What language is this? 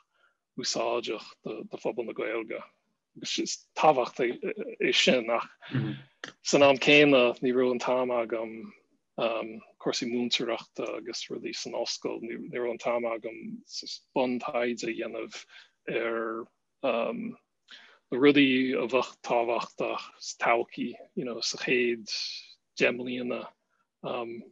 Irish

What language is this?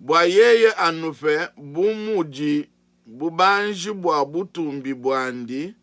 Luba-Lulua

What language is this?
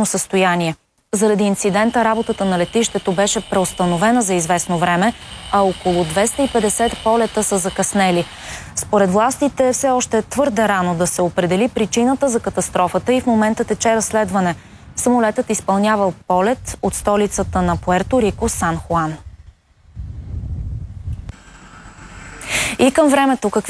Bulgarian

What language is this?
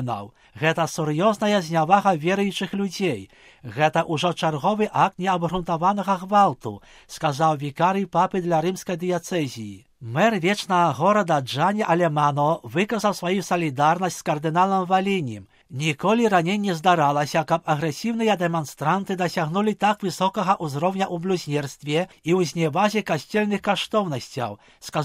Belarusian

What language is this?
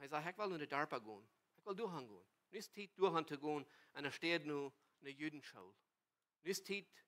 Plautdietsch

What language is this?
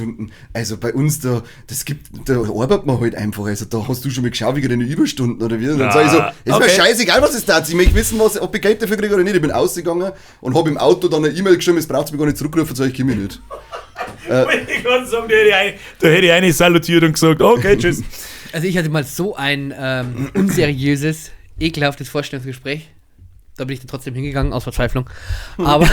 Bavarian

